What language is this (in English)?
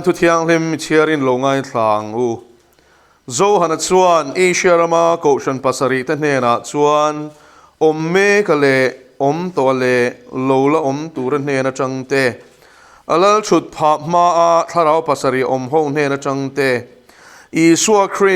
Mizo